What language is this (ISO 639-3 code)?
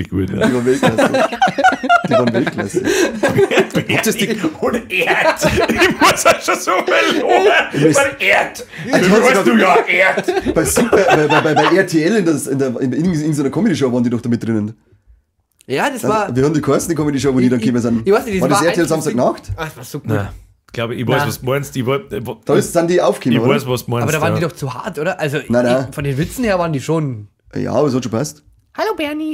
bar